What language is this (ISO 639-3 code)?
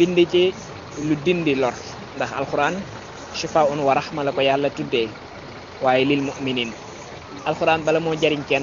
wol